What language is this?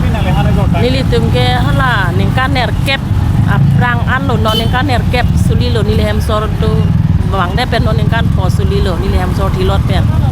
Karbi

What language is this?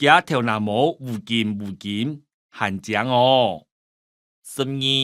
Hakka Chinese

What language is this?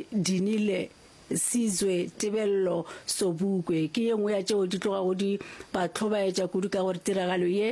Northern Sotho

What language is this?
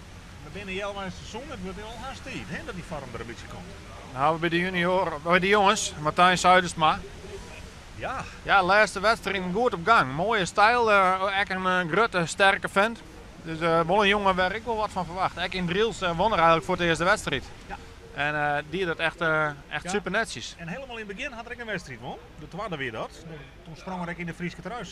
Western Frisian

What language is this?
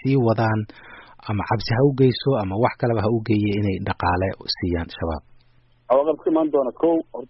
Somali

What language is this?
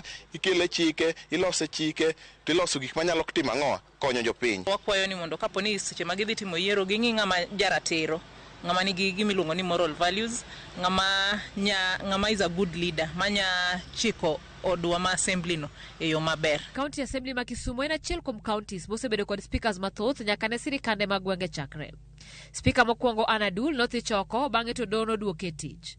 Luo (Kenya and Tanzania)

